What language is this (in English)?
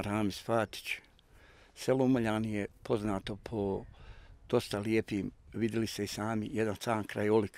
Bosnian